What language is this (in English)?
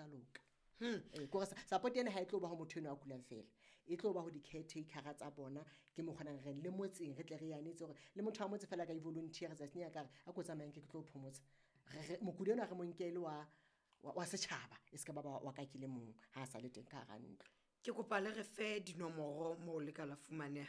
Southern Sotho